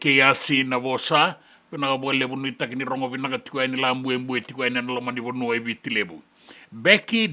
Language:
Fijian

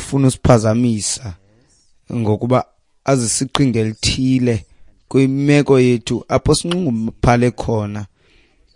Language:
Xhosa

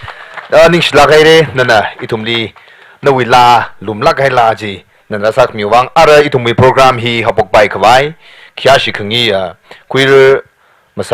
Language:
Tangkhul Naga (India)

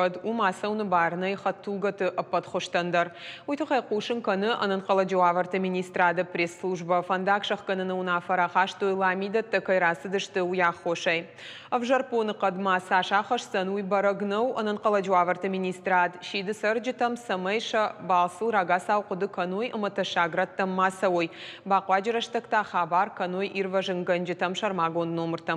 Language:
Ossetic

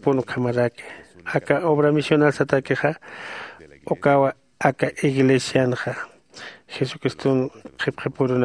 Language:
Aymara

